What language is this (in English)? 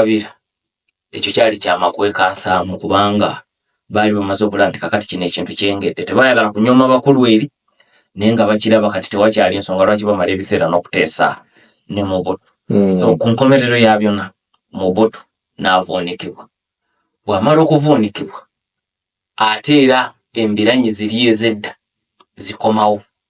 Ganda